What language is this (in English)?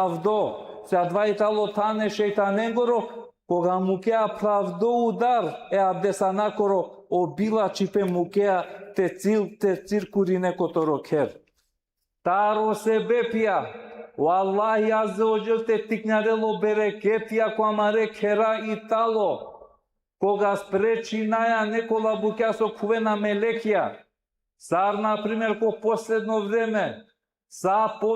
Balkan Romani